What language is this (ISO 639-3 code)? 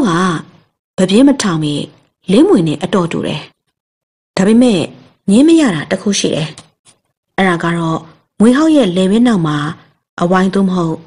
mya